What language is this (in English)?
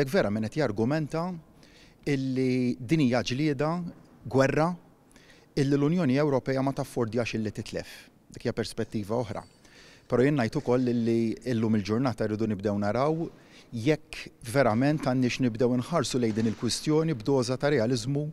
Maltese